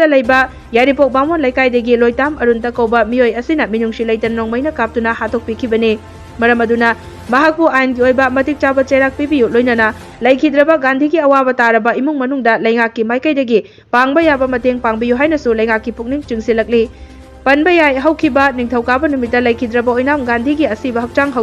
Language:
Manipuri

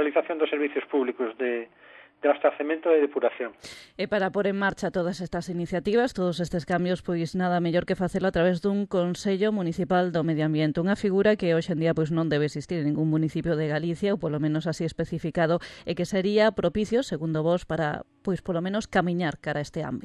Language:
Galician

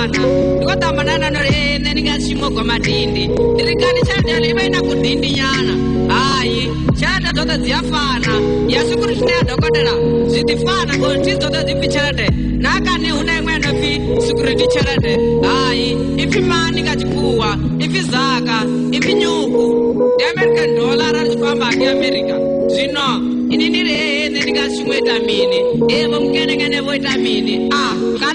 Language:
Venda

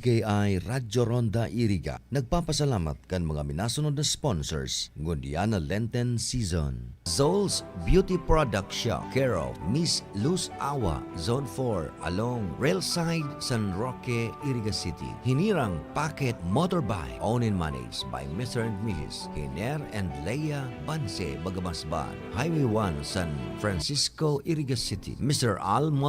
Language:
Bikol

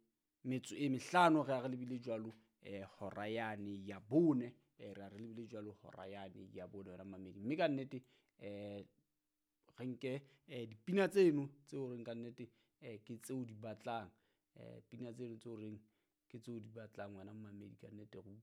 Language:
Southern Sotho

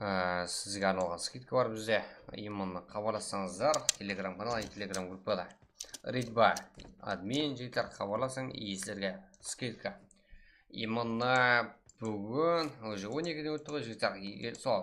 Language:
Kara-Kalpak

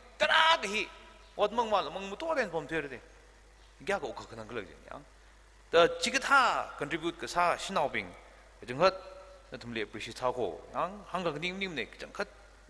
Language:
Tangkhul Naga (India)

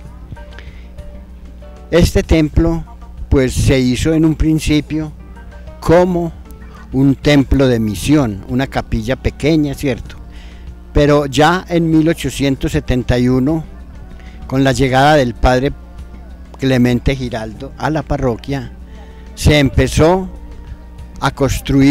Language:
Spanish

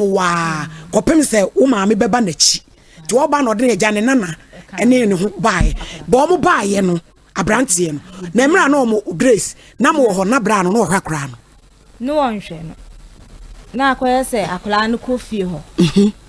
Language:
Akan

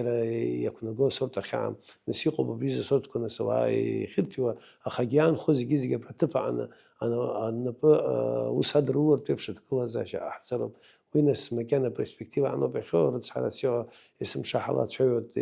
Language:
Abkhazian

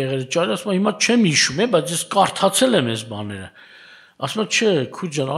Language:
Armenian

